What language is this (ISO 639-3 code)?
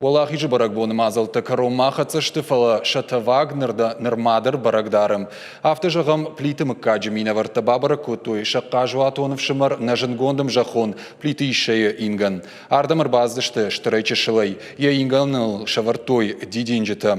oss